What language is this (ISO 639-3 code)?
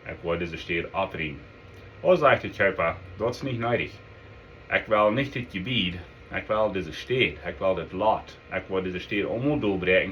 pdt